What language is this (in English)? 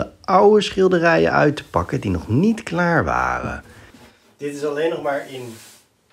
Dutch